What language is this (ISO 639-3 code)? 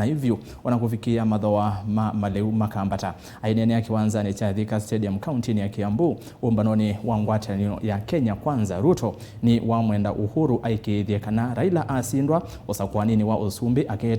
kam